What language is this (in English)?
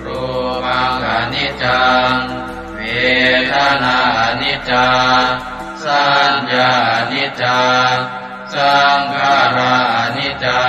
Pali